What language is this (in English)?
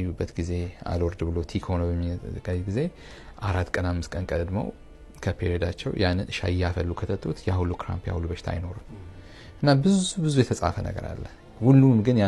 Amharic